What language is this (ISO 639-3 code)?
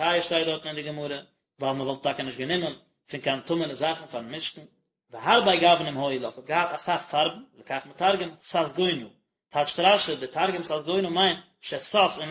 yid